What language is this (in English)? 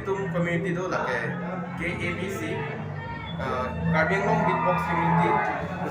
Karbi